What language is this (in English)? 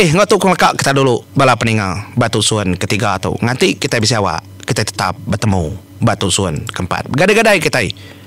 Iban